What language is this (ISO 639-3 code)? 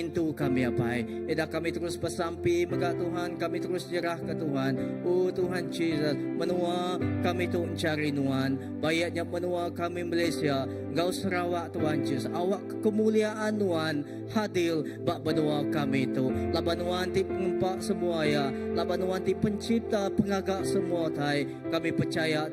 iba